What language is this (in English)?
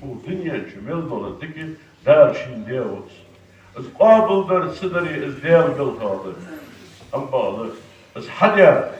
Ingush